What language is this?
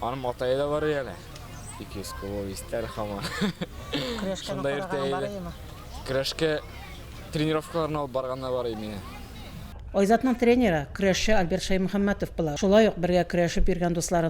Tatar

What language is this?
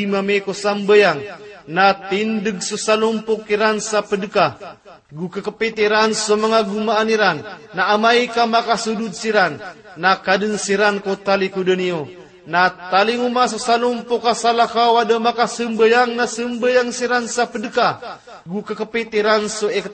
Maranao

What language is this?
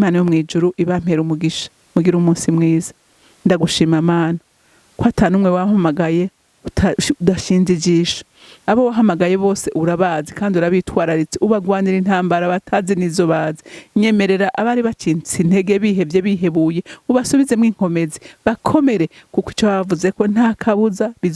Rundi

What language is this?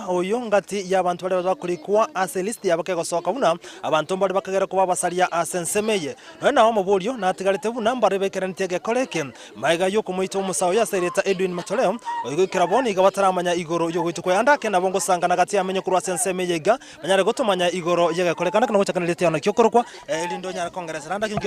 Gusii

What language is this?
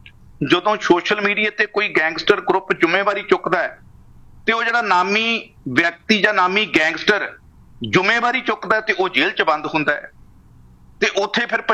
Punjabi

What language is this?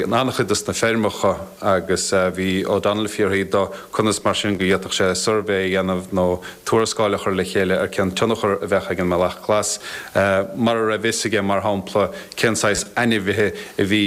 Irish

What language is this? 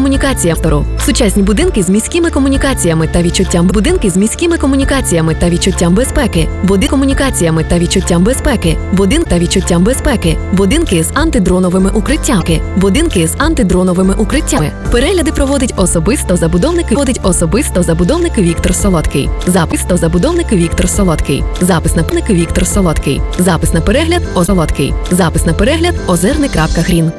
Ukrainian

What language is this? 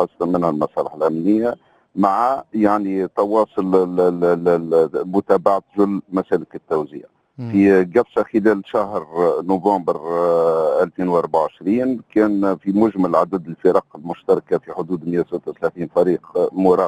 Tunisian Arabic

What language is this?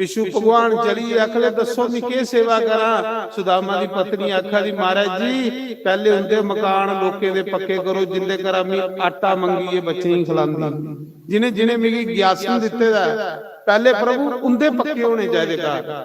Dogri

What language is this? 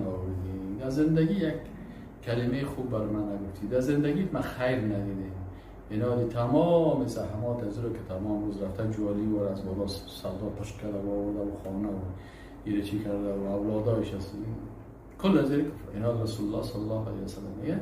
Persian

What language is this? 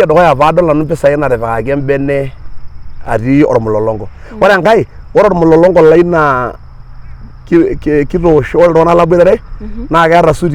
Masai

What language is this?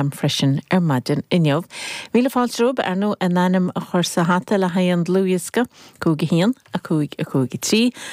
Irish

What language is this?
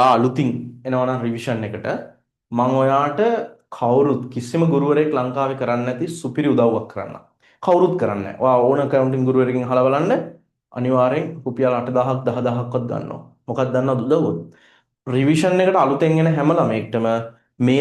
Sinhala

